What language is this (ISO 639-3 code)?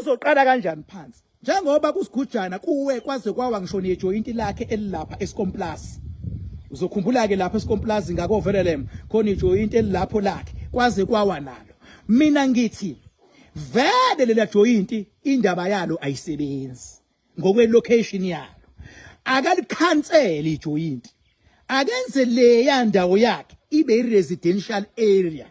zul